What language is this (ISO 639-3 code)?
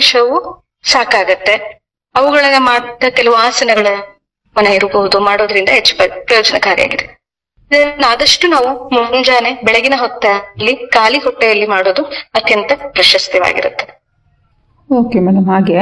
kan